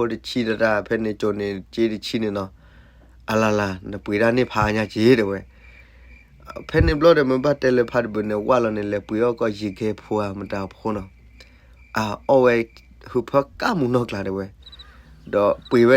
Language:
S'gaw Karen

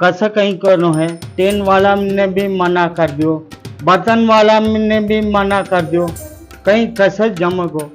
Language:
Rajasthani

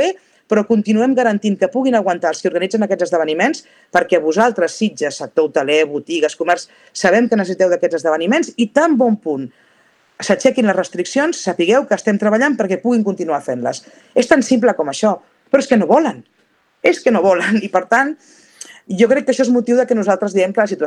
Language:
Catalan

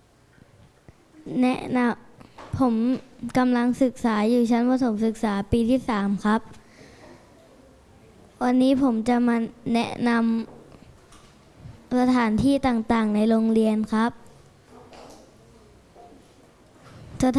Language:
Thai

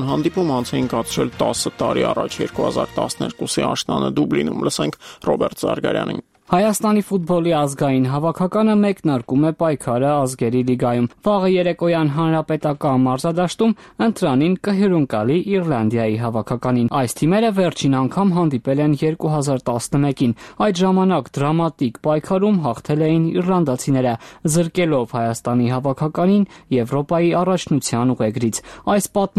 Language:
Armenian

